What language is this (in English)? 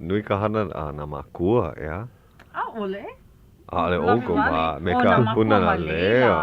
Hawaiian